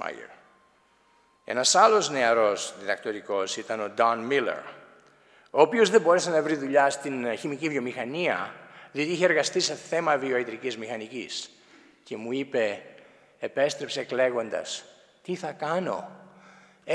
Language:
Greek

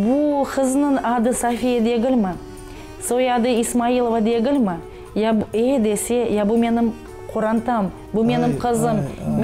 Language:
Crimean Tatar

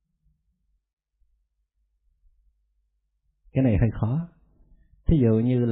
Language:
Vietnamese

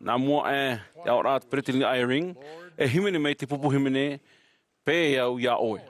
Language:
Tahitian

